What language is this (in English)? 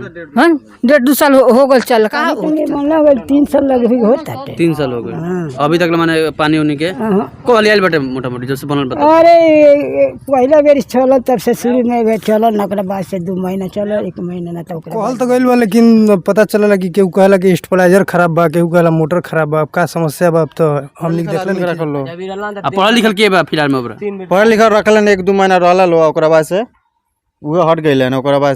Bhojpuri